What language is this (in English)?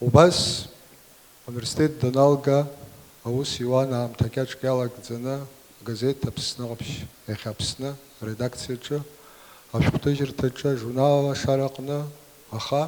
Abkhazian